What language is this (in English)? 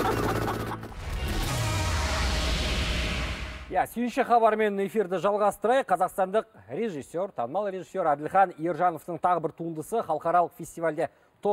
Kazakh